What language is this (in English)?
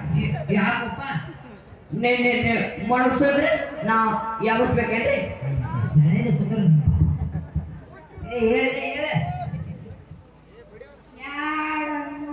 Kannada